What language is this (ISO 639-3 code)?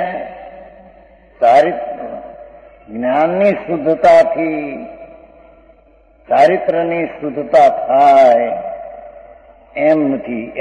guj